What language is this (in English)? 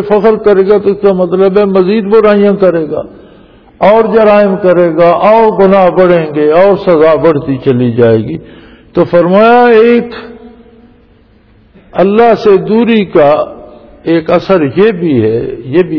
Urdu